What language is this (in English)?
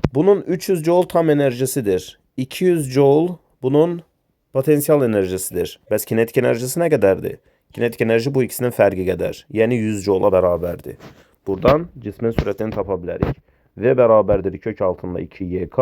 Azerbaijani